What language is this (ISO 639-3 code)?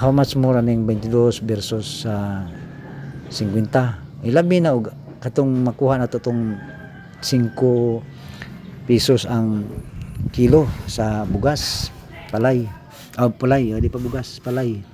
ceb